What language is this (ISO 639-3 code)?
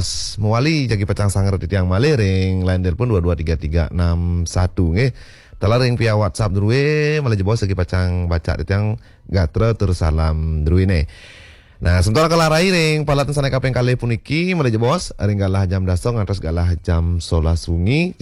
ban